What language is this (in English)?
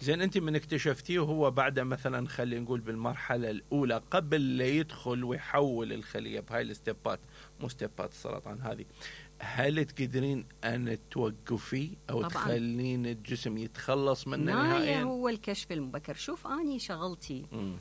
Mesopotamian Arabic